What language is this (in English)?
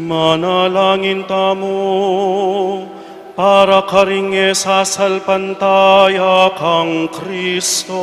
Pampanga